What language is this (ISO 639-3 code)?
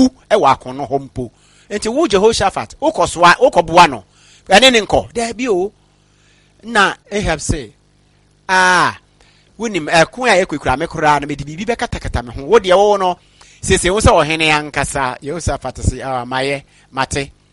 aka